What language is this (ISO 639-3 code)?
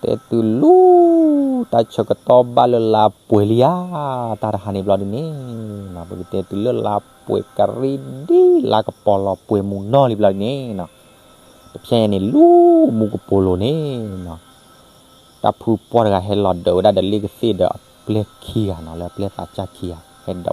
ksw